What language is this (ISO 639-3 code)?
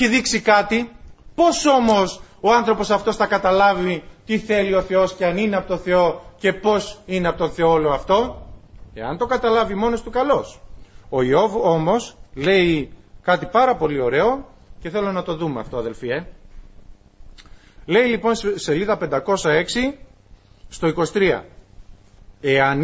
ell